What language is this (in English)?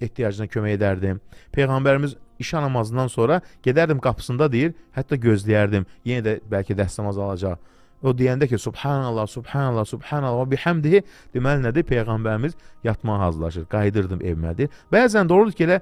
Azerbaijani